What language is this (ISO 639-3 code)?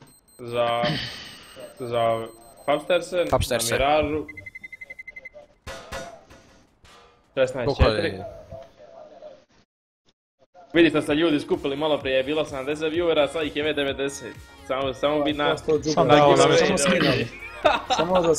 hrv